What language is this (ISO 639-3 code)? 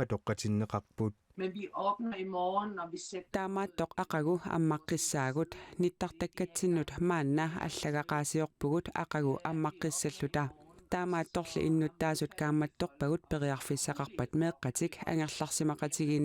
kal